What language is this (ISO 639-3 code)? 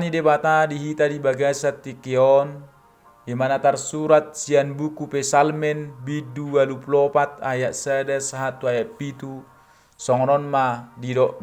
bbc